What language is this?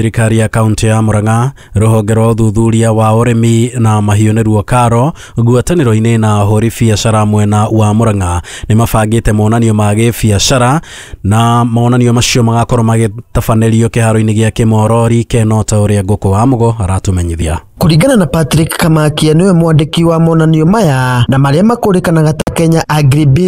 Kikuyu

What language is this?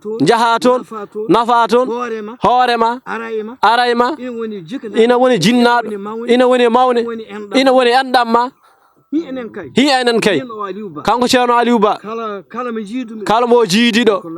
Fula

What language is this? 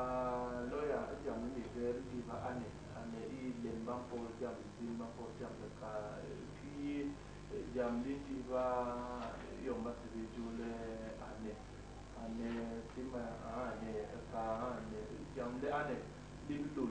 Basaa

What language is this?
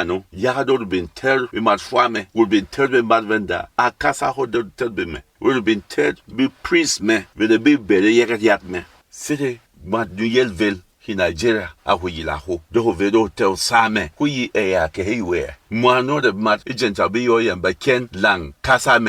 Berom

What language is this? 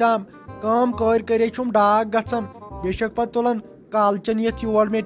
Kashmiri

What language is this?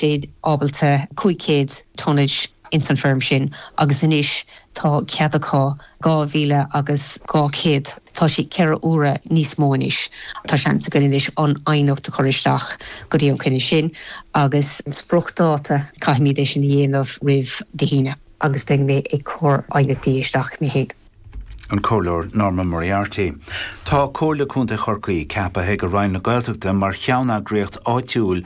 Irish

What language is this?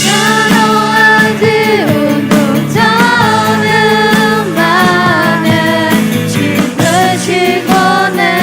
Akha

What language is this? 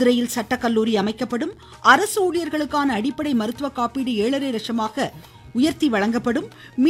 Tamil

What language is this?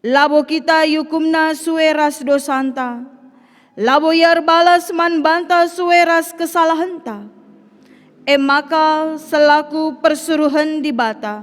Batak Karo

